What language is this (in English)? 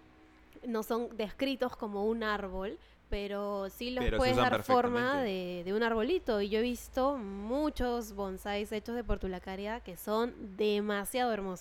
Spanish